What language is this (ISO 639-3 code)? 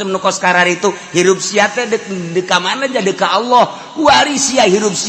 sun